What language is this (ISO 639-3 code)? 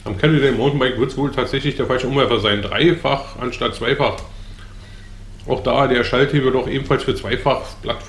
deu